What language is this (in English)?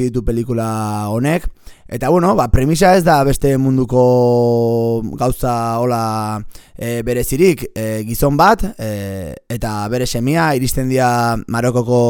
Basque